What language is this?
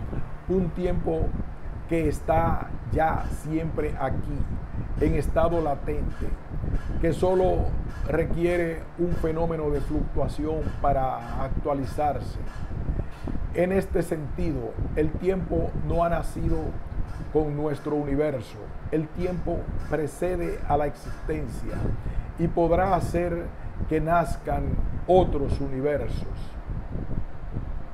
Spanish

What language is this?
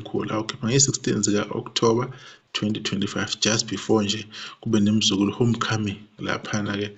Zulu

